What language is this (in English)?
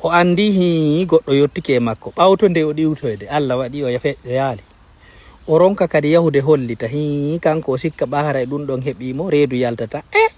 Fula